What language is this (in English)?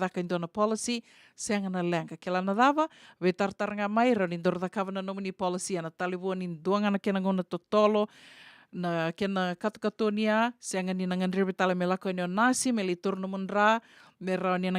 Fijian